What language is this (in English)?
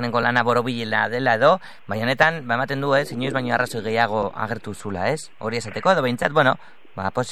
Basque